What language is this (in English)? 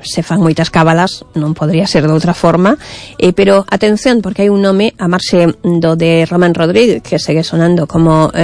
Galician